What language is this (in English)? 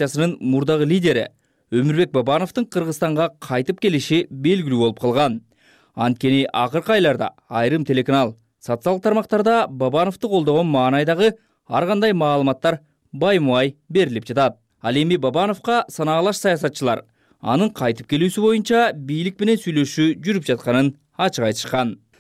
Kyrgyz